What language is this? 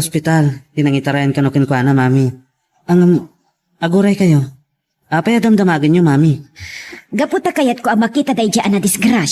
Iloko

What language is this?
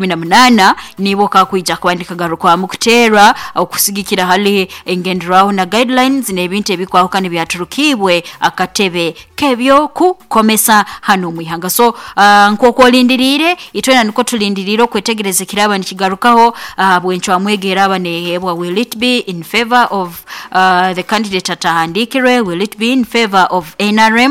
Nyoro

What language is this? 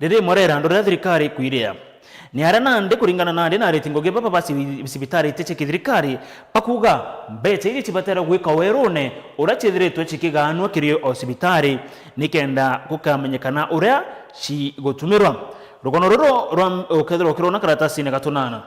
Meru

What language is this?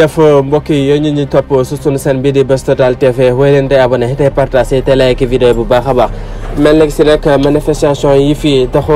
Wolof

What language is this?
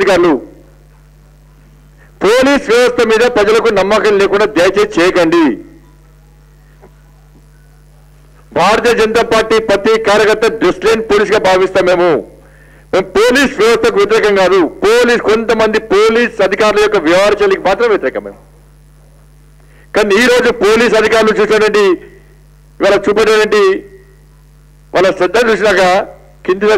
Telugu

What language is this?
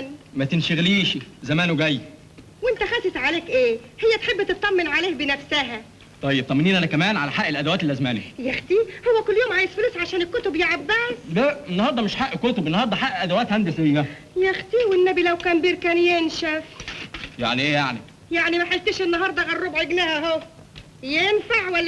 Egyptian Arabic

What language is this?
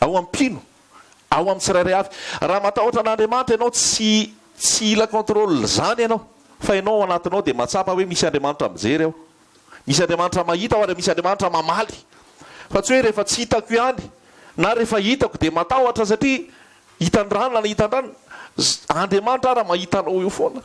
Malagasy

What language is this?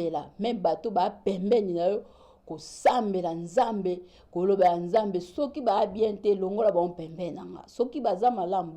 Lingala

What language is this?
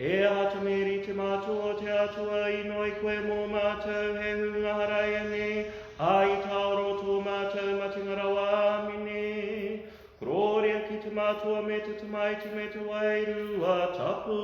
Māori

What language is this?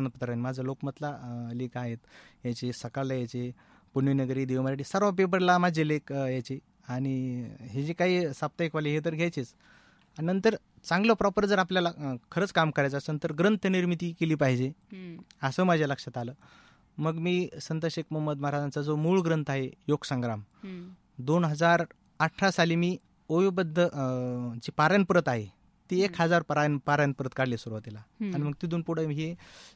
Marathi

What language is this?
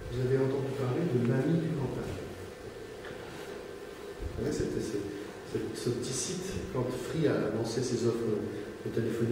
French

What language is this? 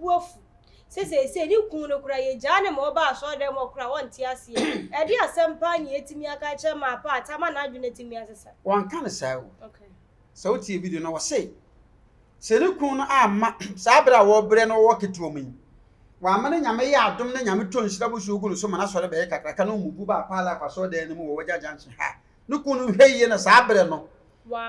Akan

